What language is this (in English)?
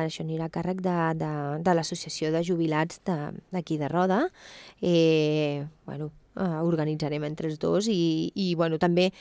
Catalan